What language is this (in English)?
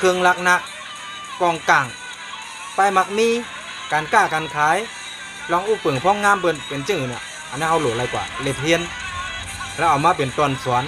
Shan